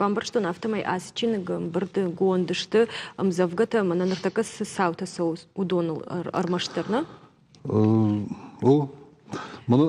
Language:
Ossetic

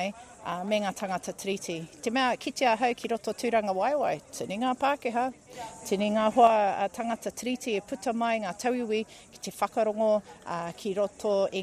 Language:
Māori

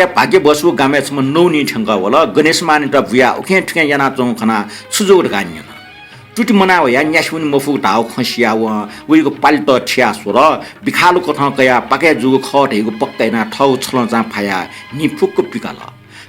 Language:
Newari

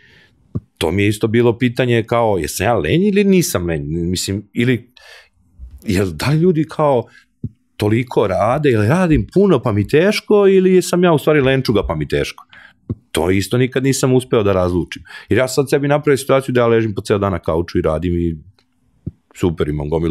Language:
Serbian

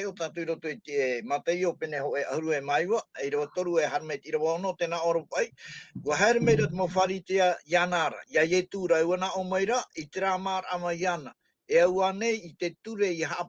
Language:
Tahitian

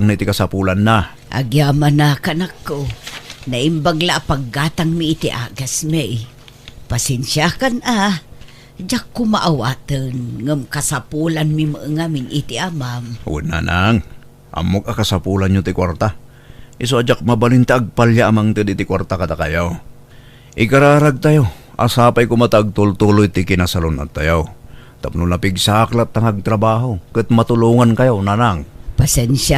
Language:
Iloko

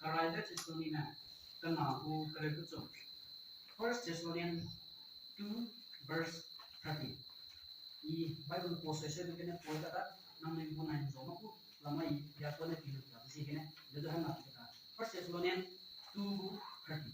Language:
Naga Pidgin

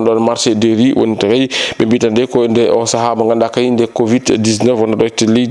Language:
Fula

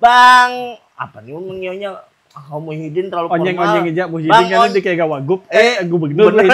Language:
Banjar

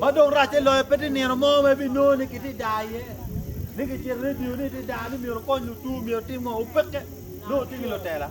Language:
Acoli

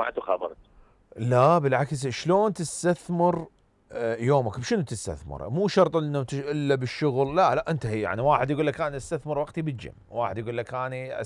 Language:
Mesopotamian Arabic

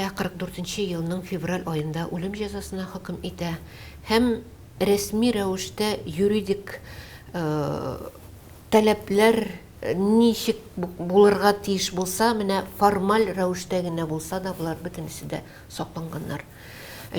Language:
Tatar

